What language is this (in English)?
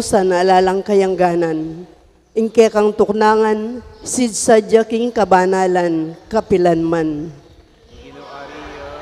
Pampanga